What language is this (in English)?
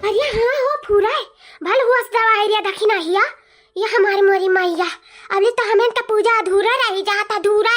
Awadhi